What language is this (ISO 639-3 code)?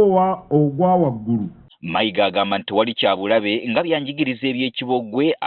lug